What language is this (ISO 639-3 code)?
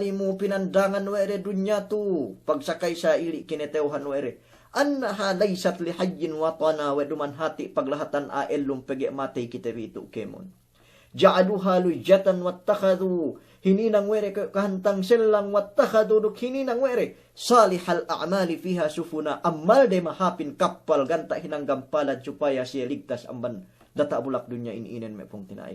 yka